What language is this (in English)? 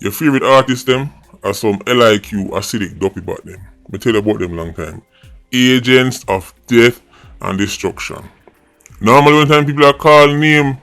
Jamaican Creole English